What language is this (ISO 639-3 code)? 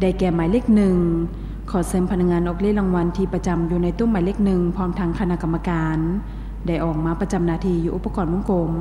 lao